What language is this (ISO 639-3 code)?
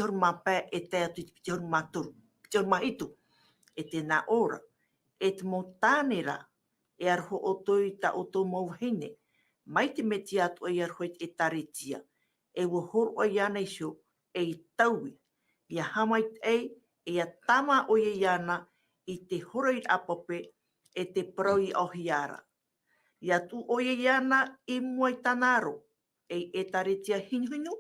tah